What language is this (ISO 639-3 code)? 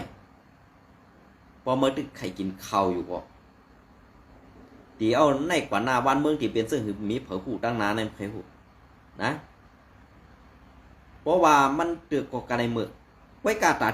shn